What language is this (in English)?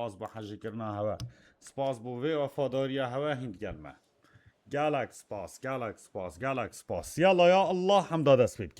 Kurdish